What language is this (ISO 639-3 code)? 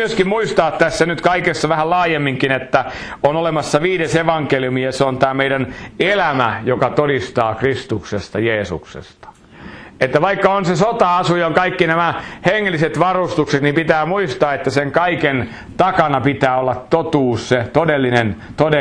fin